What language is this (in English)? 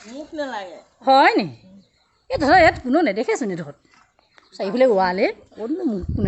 Assamese